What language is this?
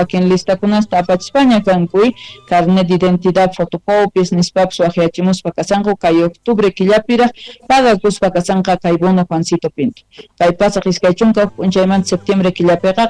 South Bolivian Quechua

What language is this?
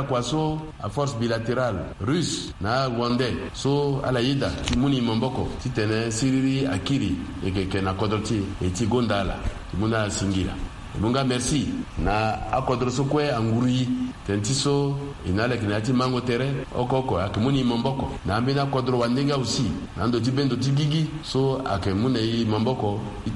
Sango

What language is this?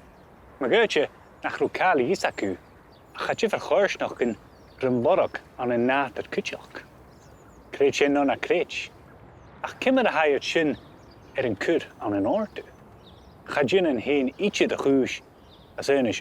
Scottish Gaelic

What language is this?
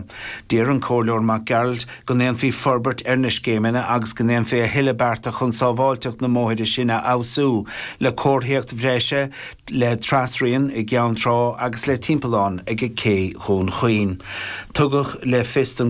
Irish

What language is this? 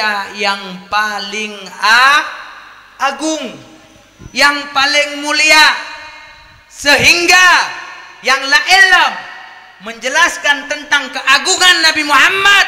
Achinese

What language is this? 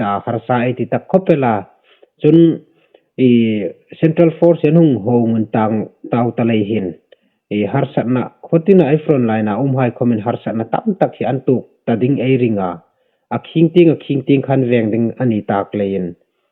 Hmar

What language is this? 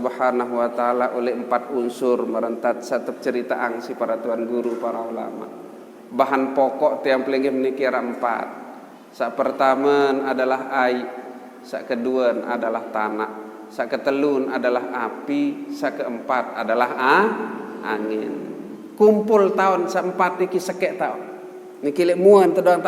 Sasak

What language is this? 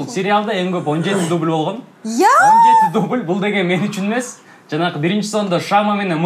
Kyrgyz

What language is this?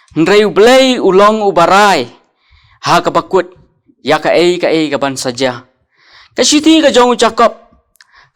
Khasi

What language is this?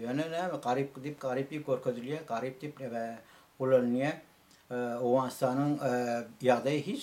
Turkmen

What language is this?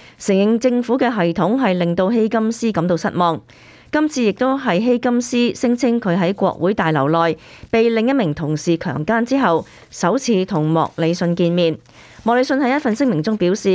Cantonese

